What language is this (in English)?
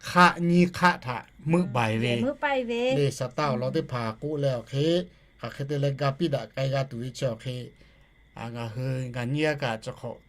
Lahu